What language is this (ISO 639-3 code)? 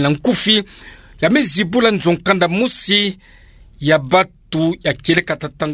ktu